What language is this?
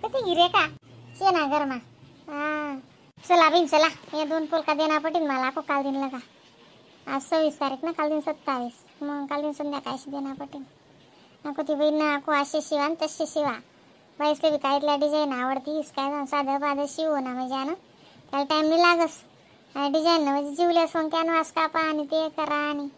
Khandesi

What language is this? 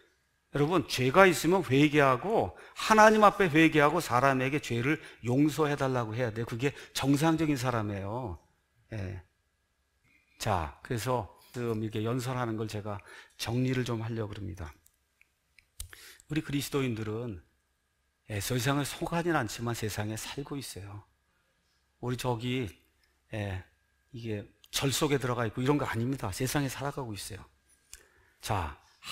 Korean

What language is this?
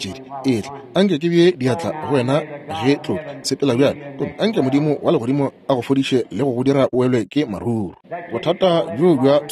Northern Sotho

